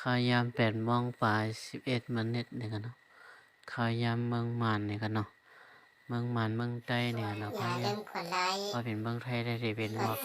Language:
Shan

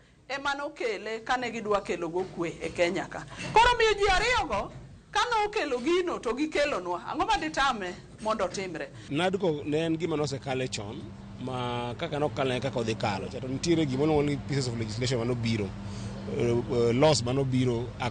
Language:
Luo (Kenya and Tanzania)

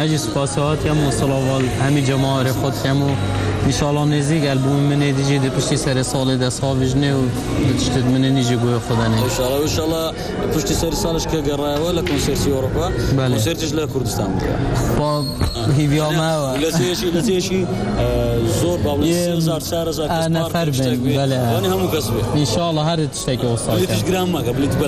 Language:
Kurdish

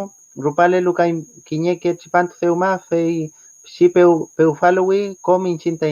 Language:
Mapuche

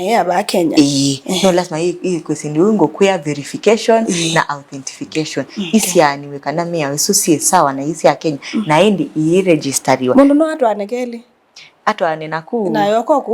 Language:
Kamba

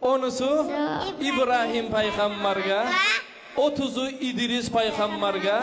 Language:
Kumyk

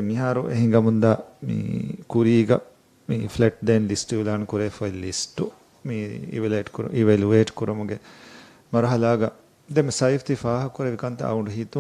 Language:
Divehi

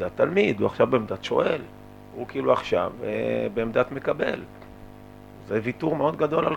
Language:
Hebrew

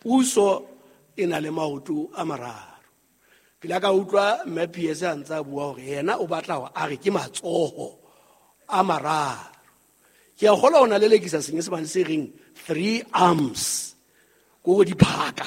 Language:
Southern Sotho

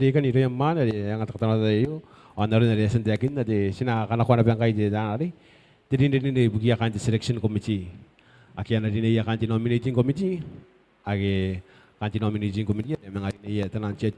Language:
Gilbertese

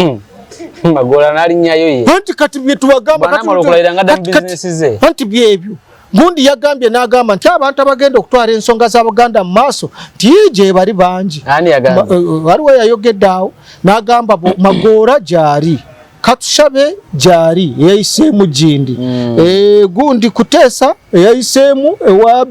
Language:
Ganda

